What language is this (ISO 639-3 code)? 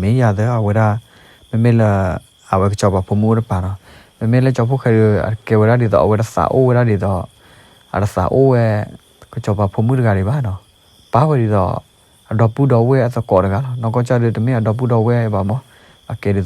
ksw